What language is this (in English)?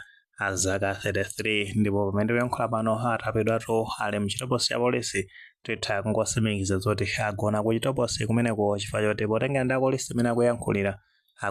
Nyanja